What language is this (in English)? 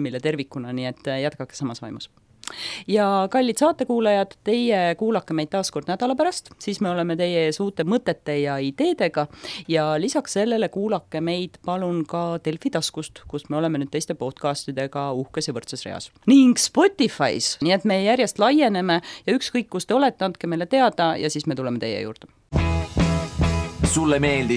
Estonian